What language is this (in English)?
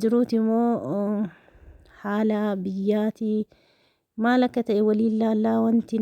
Oromo